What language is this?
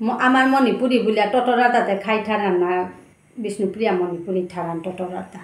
Bishnupriya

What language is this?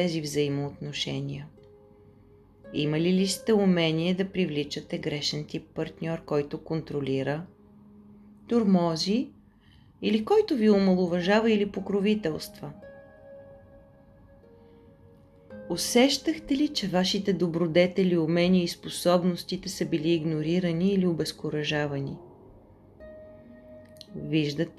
Bulgarian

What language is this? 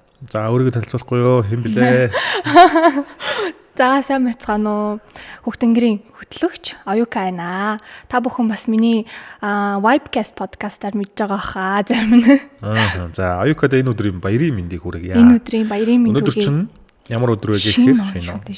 Mongolian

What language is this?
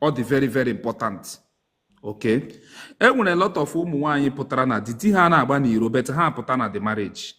Igbo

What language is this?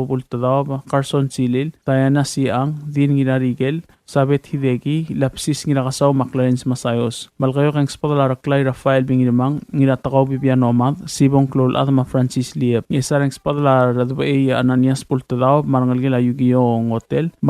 Palauan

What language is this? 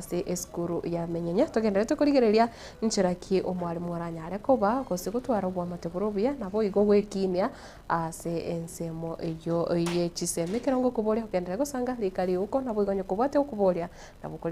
Gusii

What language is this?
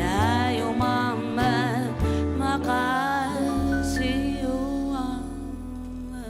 Kalaallisut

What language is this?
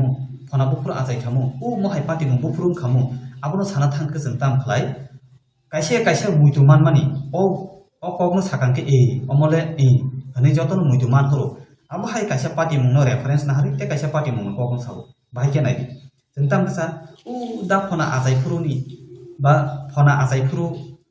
Kok Borok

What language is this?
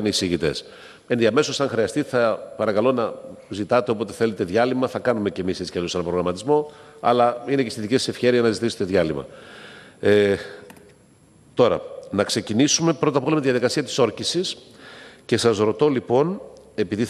Greek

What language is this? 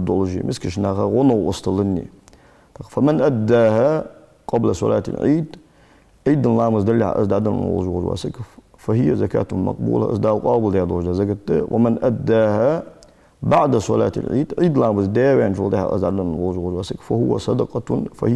Ingush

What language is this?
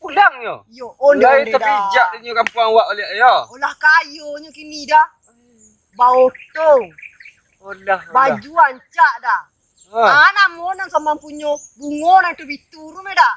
Minangkabau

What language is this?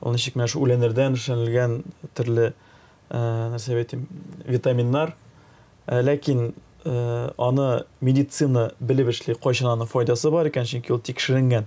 Tatar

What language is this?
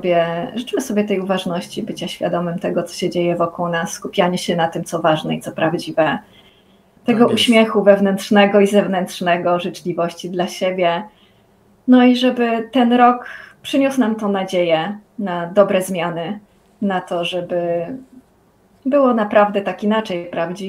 Polish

